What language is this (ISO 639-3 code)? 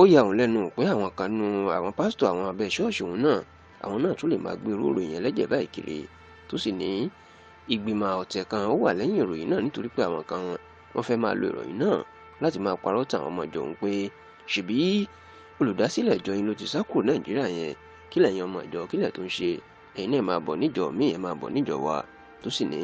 yor